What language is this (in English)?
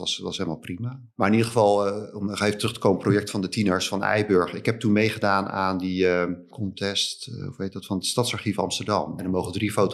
Dutch